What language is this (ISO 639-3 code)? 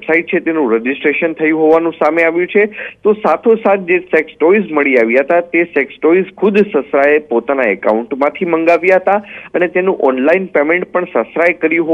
guj